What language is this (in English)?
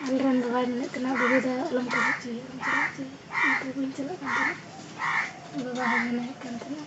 Santali